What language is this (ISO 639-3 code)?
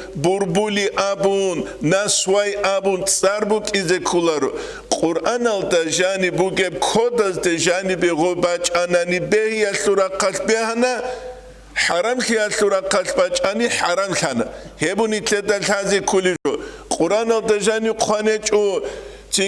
ava